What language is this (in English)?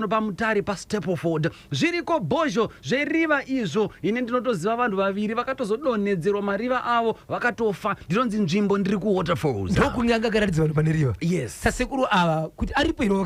Shona